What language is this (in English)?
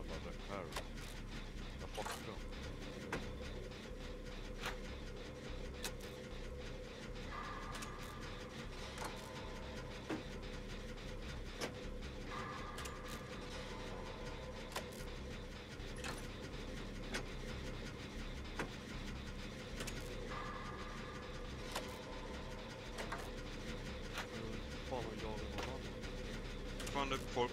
Swedish